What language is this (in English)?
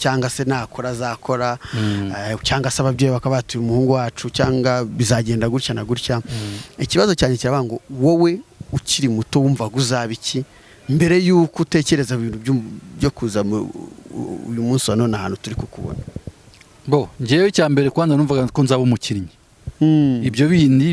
Kinyarwanda